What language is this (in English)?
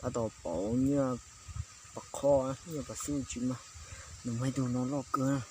Hmong